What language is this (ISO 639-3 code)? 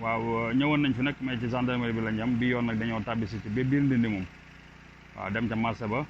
wol